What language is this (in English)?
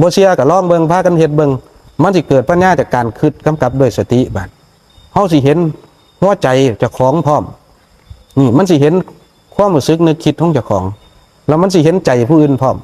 Northeastern Thai